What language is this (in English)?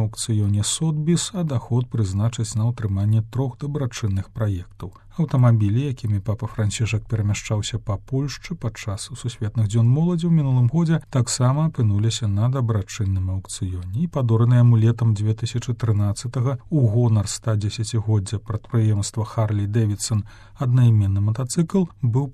Belarusian